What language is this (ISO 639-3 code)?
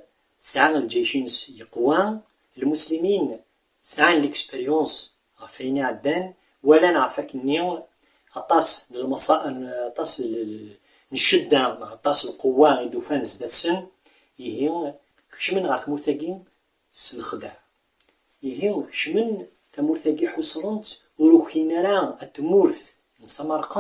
kab